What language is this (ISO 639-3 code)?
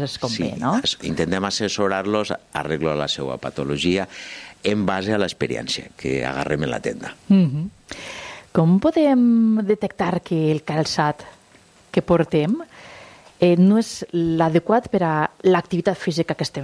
cat